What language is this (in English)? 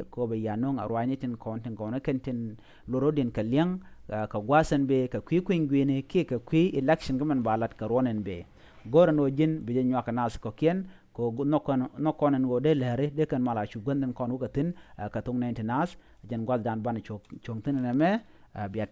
Nuer